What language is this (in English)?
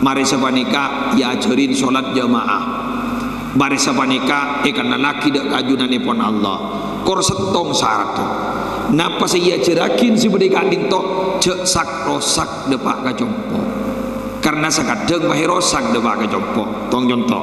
Madurese